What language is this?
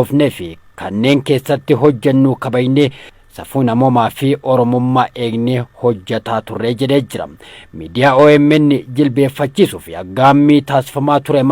Oromo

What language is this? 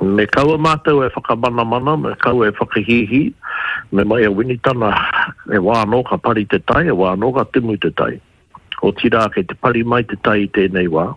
Māori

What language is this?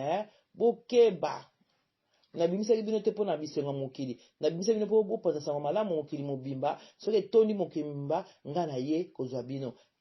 Lingala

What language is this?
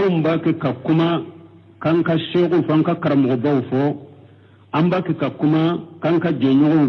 Bambara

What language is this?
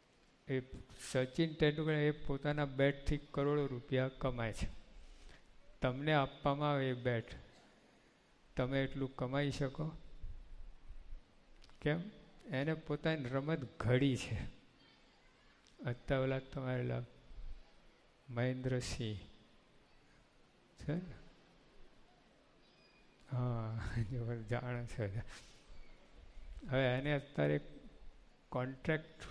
Gujarati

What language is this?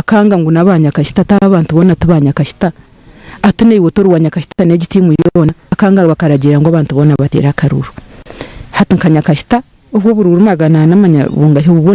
Nyankole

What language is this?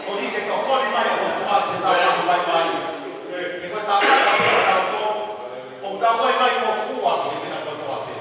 Tongan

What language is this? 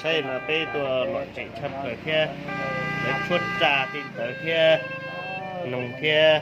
Hmong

